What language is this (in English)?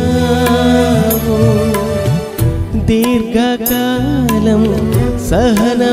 Telugu